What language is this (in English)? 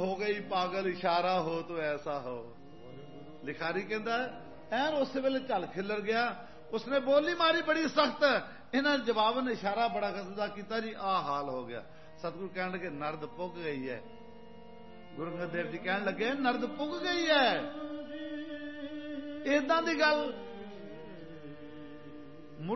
Punjabi